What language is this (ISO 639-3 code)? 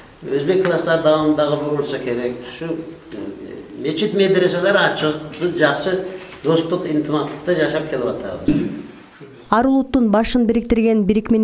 kir